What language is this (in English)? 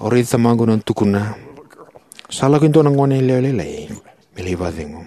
Fijian